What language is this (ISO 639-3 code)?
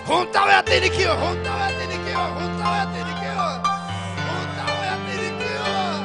quy